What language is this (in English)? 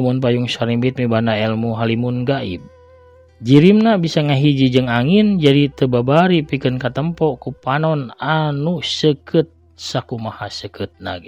Sundanese